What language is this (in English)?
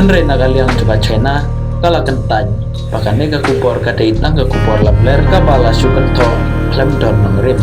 Khasi